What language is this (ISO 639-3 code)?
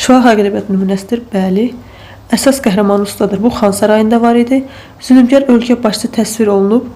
aze